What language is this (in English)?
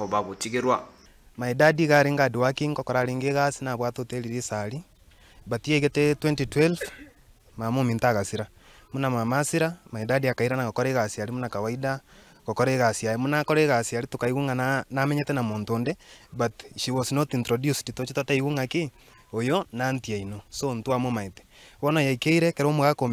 Gusii